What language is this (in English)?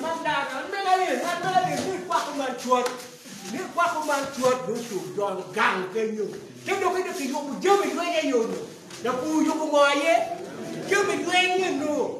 Acoli